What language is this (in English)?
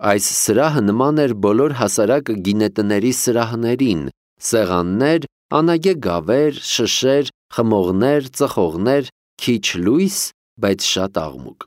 Armenian